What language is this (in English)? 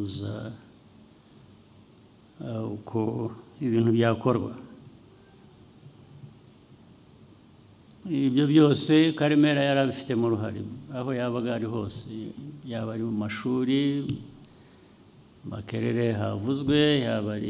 Kinyarwanda